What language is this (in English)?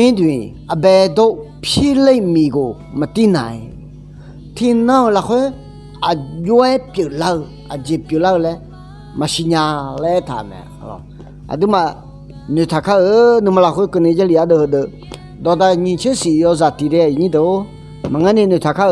Akha